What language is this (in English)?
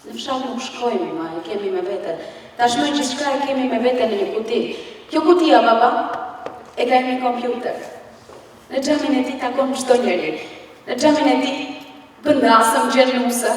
Albanian